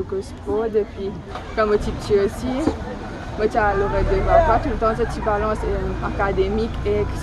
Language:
Morisyen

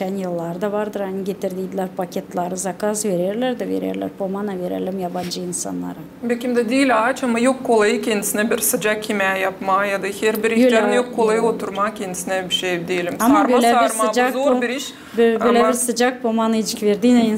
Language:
Gagauz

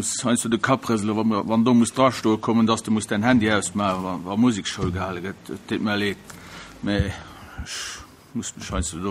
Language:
Luxembourgish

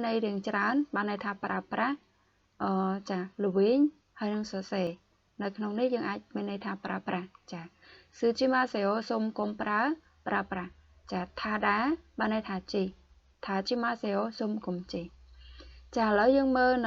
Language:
Khmer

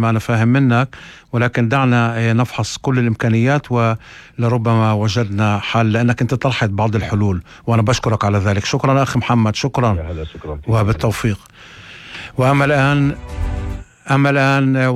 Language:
North Levantine Arabic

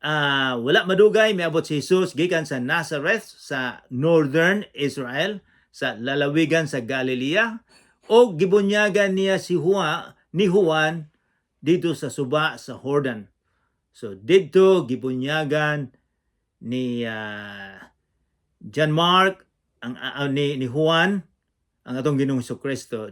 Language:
Cebuano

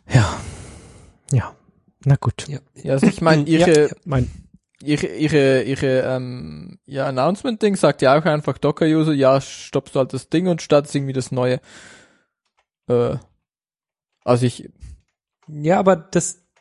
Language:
German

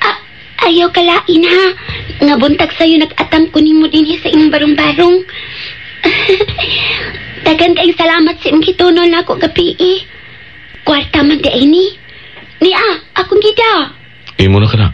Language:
Cebuano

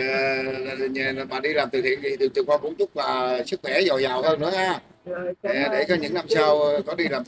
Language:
Vietnamese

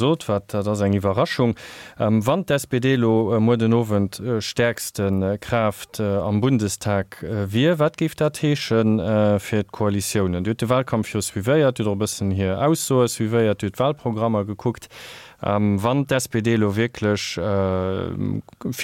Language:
Luxembourgish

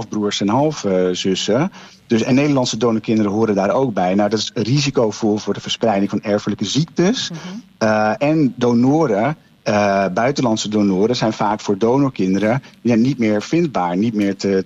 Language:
Dutch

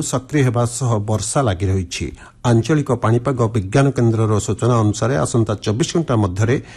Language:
Odia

